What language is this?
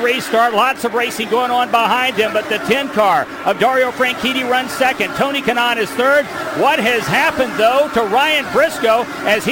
English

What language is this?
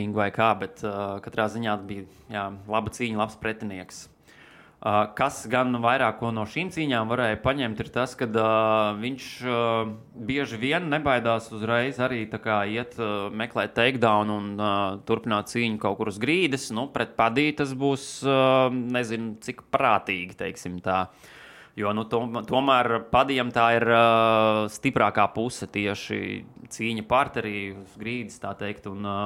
Latvian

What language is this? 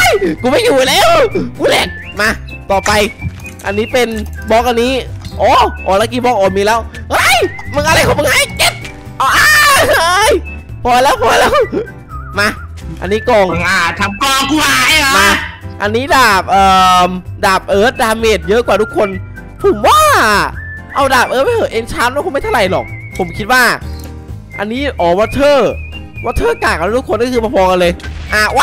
Thai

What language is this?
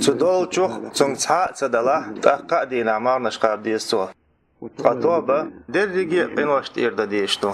Chechen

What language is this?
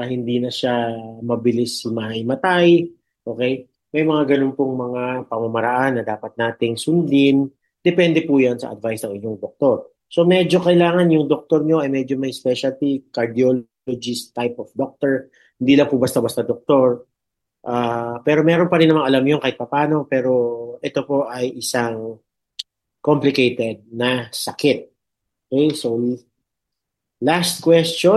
Filipino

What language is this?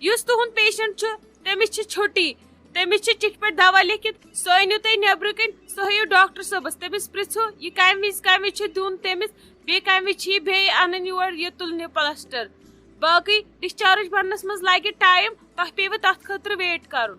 Kashmiri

